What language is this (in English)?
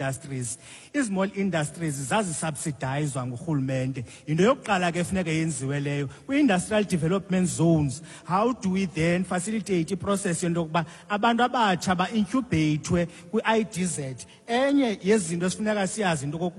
Xhosa